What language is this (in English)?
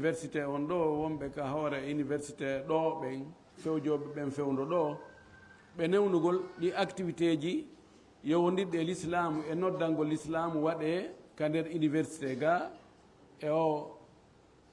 Fula